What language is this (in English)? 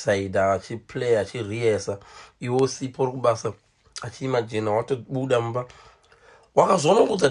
Shona